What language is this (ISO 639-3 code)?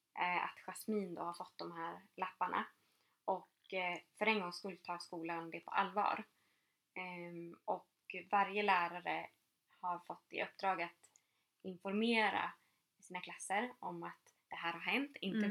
swe